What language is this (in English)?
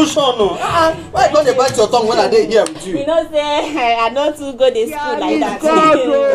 Nigerian Pidgin